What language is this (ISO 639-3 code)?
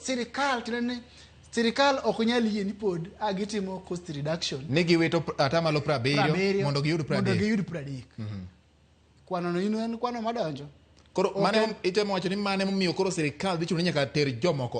luo